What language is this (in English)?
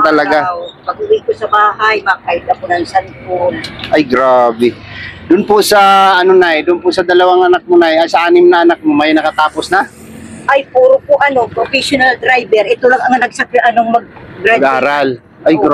Filipino